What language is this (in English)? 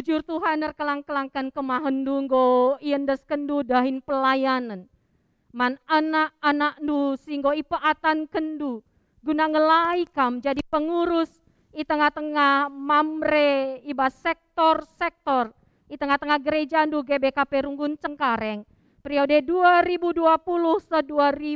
Batak Karo